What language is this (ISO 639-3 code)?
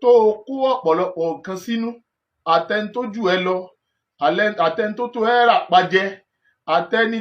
yor